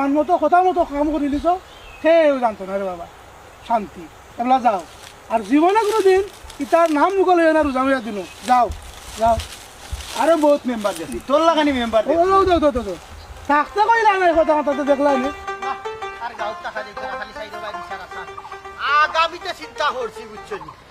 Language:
Sylheti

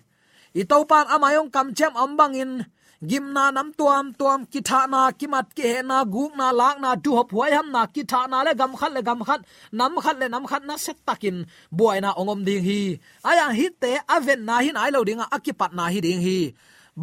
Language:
Tedim Chin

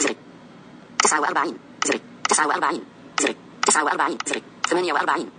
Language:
Najdi Arabic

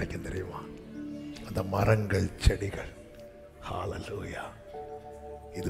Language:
Tamil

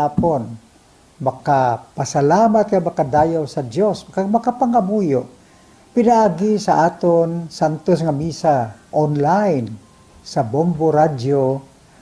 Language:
Hiligaynon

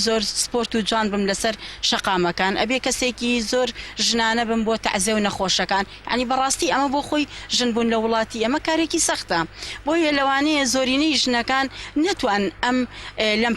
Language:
Central Kurdish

